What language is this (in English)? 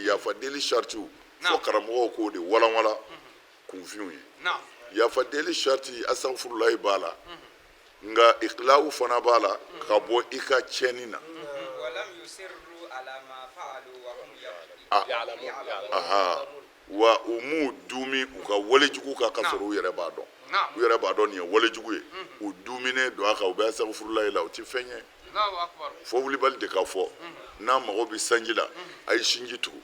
Bambara